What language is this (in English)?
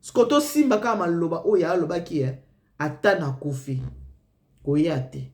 Lingala